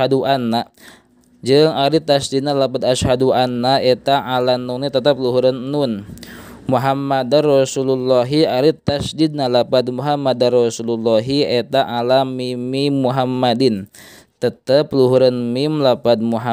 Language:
Sundanese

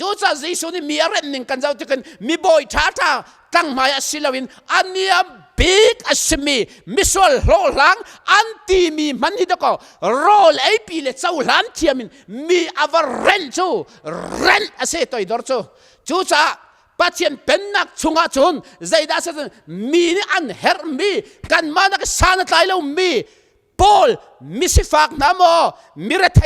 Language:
Hakha Chin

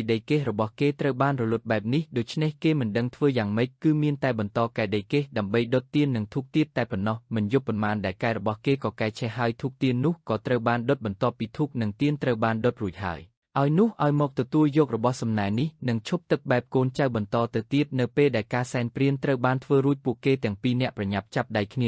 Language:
Khmer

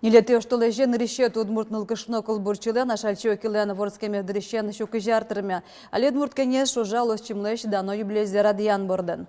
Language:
Udmurt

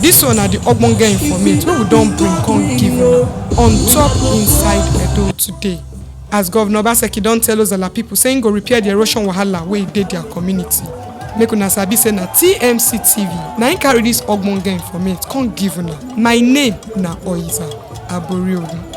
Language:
Nigerian Pidgin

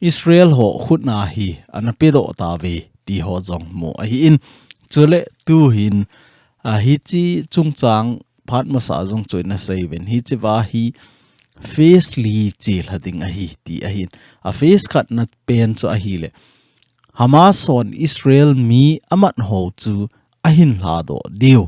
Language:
Thado Chin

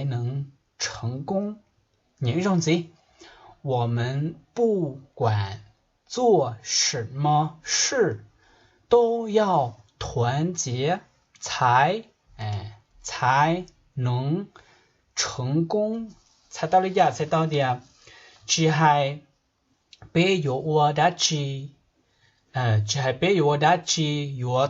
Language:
Hmong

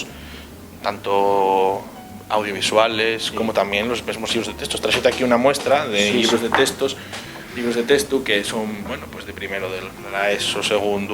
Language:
Asturian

